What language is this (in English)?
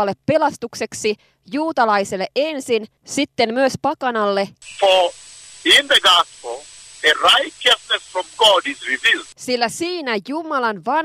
Finnish